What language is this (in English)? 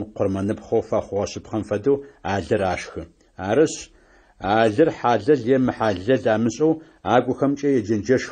Adyghe